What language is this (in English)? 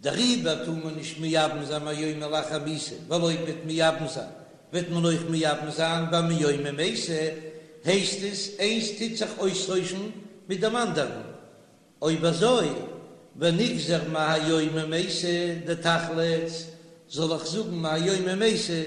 Yiddish